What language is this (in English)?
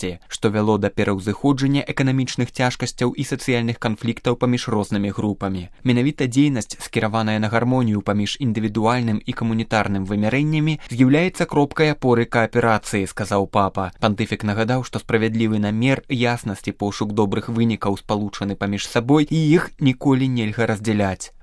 Belarusian